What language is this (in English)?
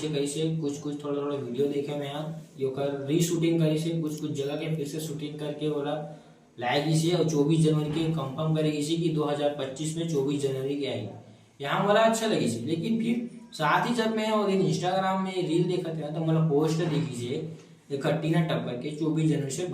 Chhattisgarhi